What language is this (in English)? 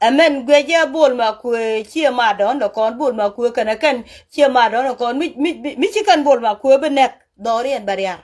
Nuer